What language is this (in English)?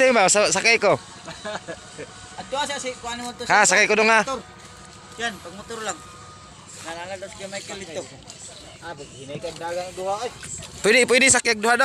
Cebuano